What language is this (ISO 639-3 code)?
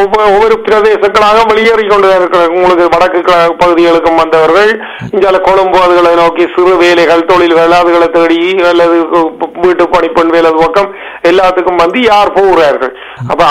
tam